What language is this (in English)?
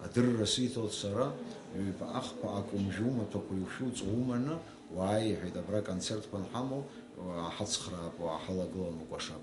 Abkhazian